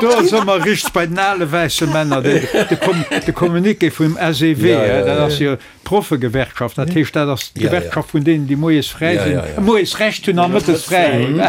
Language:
Luxembourgish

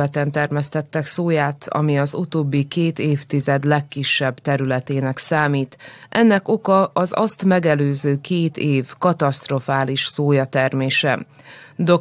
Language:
Hungarian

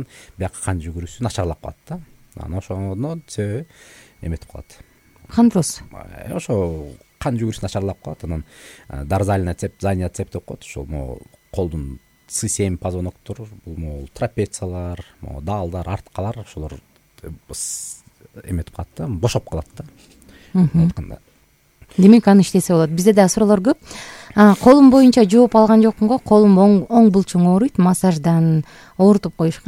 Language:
Kyrgyz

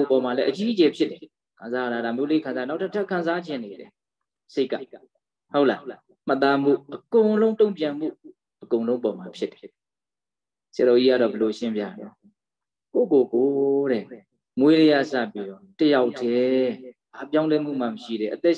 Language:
Burmese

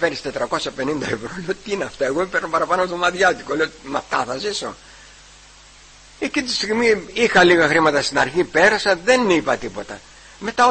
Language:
Greek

